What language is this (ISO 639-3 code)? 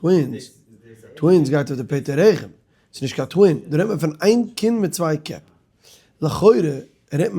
yid